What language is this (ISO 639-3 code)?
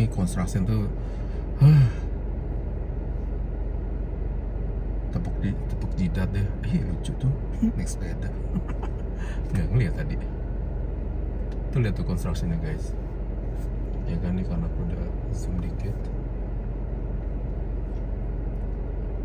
ind